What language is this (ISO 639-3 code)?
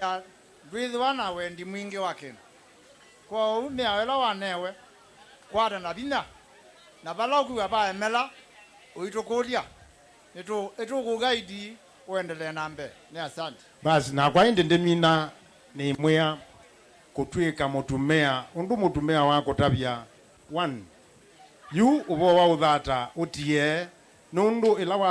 kam